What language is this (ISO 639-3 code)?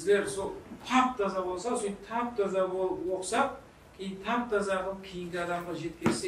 kaa